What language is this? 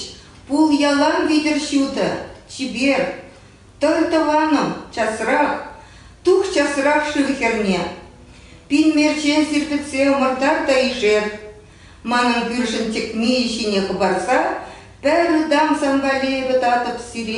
Chuvash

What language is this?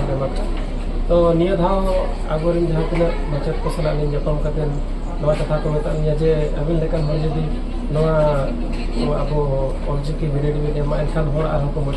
Santali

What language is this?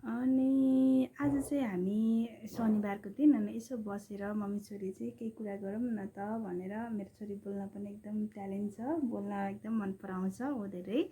Nepali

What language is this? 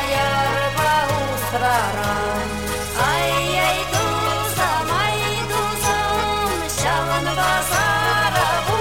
Chuvash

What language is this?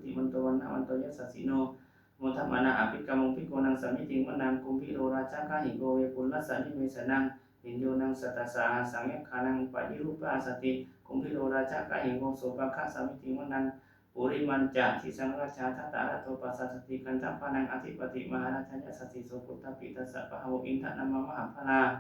Pali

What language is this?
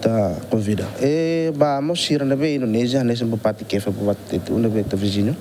Tetum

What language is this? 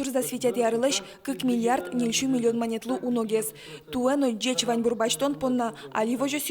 Udmurt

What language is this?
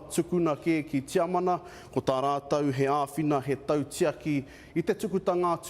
Māori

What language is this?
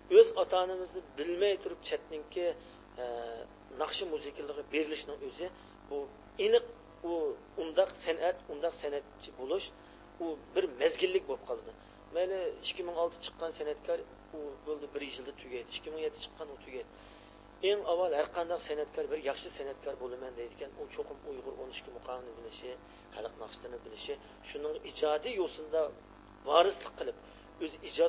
Uyghur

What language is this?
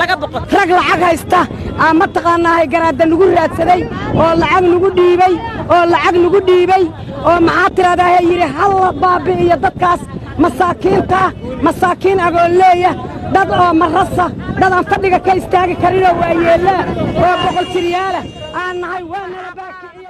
Somali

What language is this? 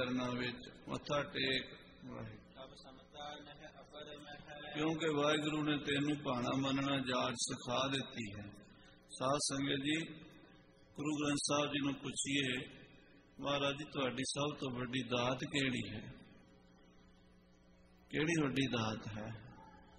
Punjabi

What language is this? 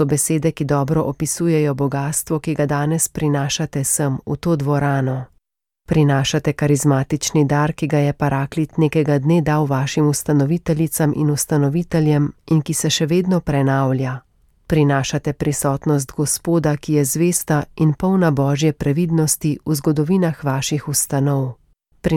Slovenian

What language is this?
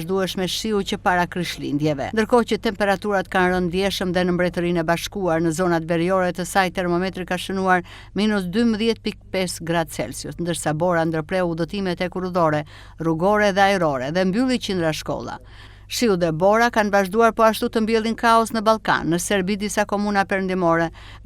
Albanian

